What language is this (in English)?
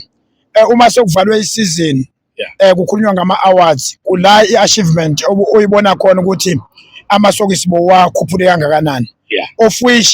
Zulu